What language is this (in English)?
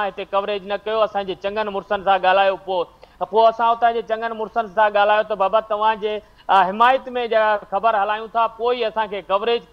Sindhi